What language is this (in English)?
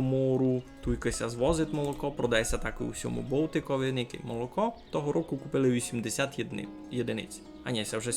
Rusyn